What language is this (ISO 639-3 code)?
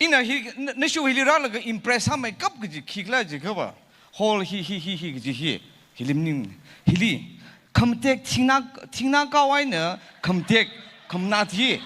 nmf